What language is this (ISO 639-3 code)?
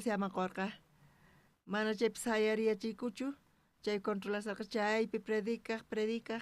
quh